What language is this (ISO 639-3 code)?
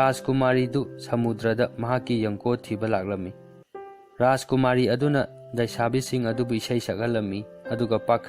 mni